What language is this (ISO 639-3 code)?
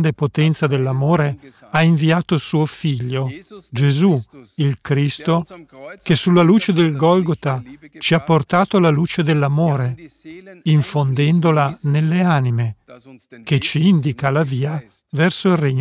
ita